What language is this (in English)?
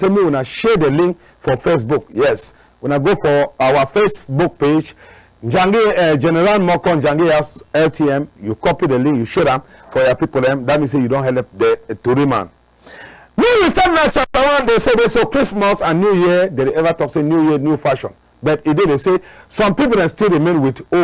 Cameroon Pidgin